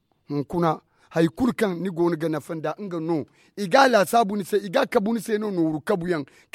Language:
Zarma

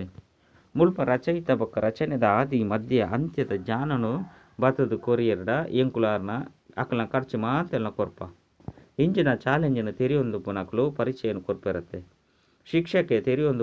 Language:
Tulu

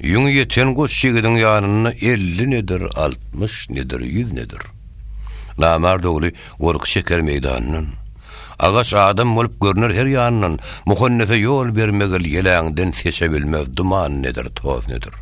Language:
Turkmen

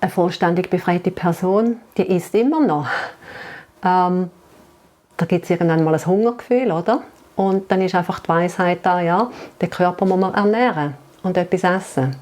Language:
Swiss German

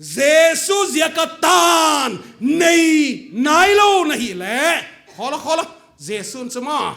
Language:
Paite Chin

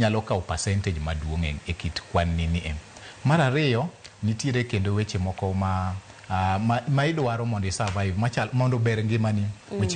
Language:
Luo (Kenya and Tanzania)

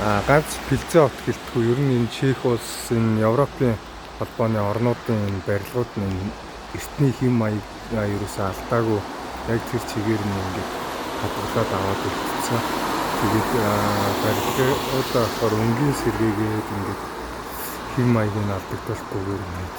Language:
Mongolian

